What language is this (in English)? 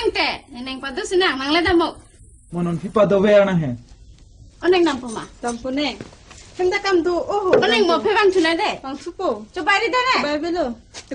Karbi